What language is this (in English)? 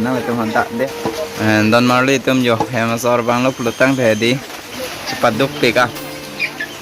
Karbi